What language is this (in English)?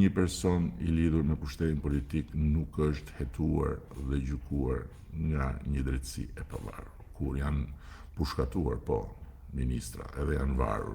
Albanian